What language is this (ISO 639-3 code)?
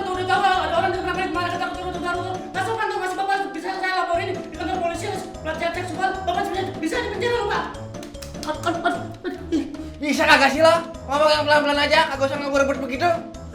bew